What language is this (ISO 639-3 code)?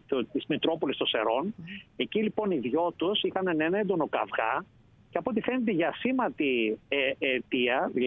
ell